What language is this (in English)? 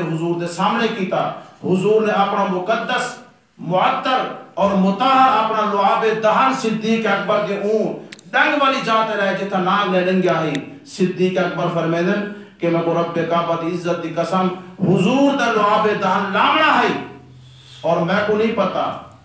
Saraiki